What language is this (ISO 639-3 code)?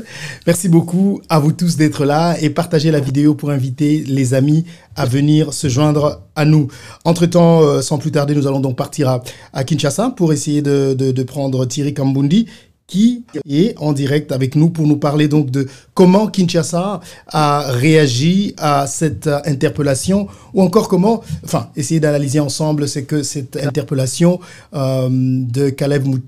fra